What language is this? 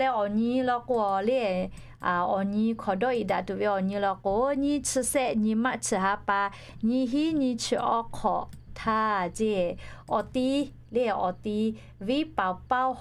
Lahu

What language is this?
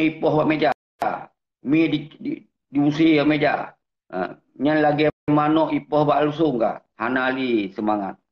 Achinese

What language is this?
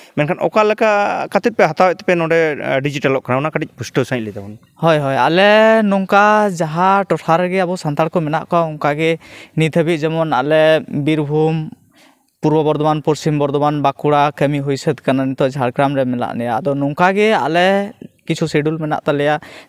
Santali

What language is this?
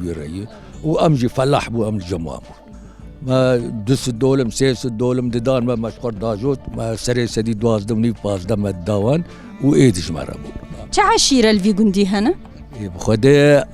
Kurdish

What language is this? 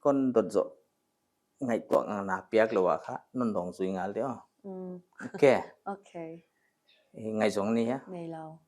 Paite Chin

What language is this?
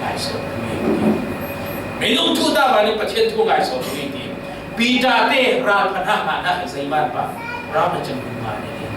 Falam Chin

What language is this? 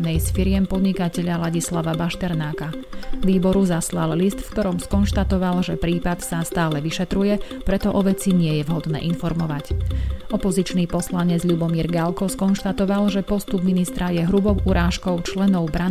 Slovak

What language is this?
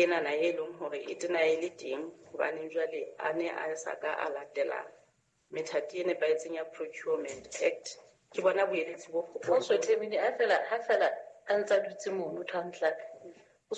Southern Sotho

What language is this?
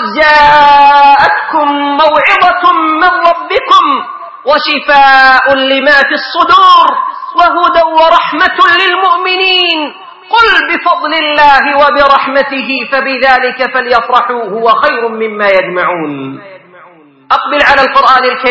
Arabic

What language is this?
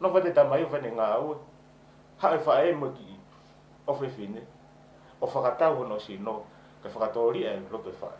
Tongan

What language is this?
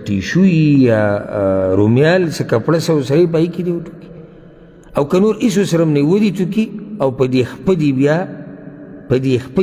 Pashto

